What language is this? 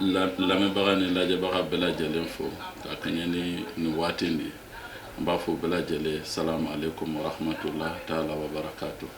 Bambara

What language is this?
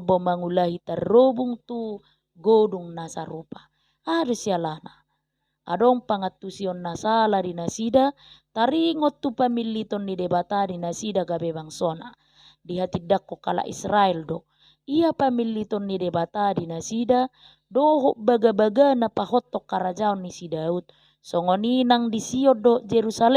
Batak Toba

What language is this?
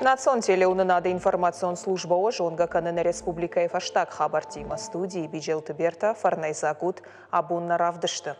Ossetic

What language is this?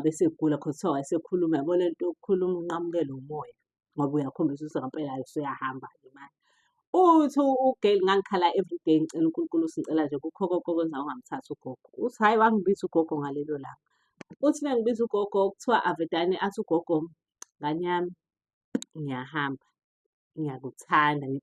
Zulu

